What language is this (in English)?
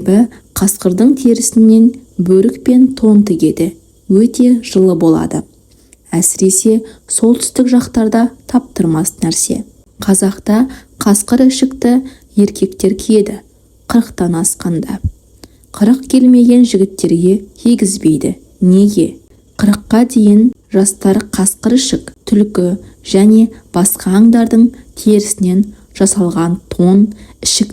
Kazakh